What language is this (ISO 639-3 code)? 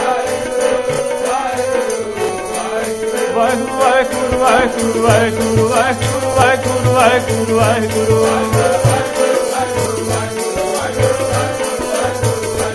pan